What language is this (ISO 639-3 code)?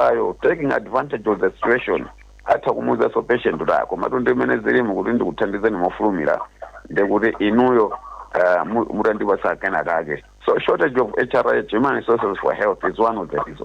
nya